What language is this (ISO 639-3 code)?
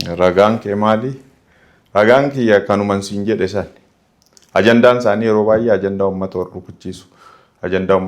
orm